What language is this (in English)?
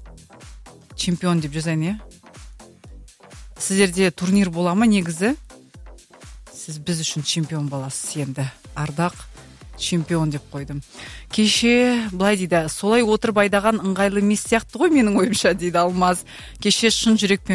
Kazakh